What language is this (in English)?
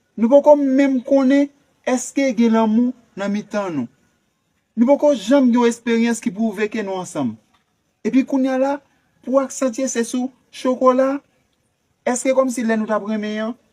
Haitian Creole